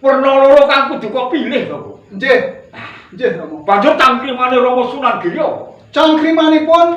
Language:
Javanese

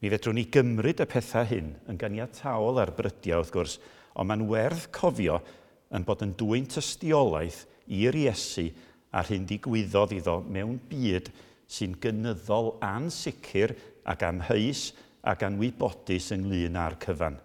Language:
Welsh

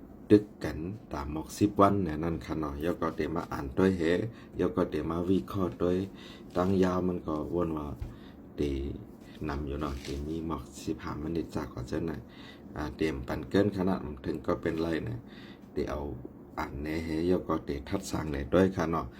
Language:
Shan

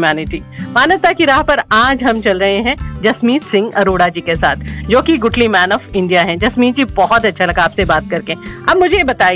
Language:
Hindi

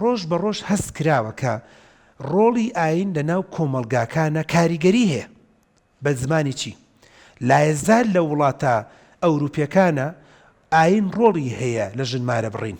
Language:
Central Kurdish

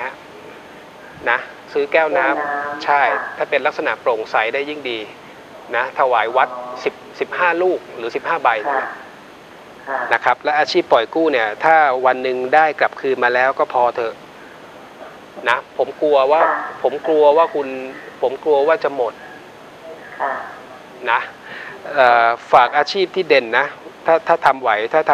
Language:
Thai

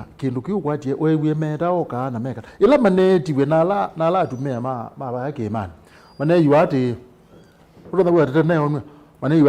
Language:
Kamba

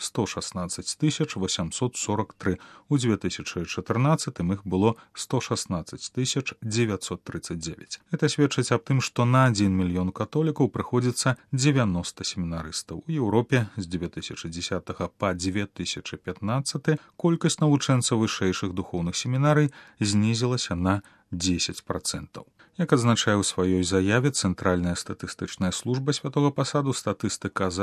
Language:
Belarusian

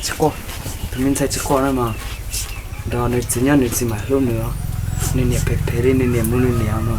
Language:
Hmong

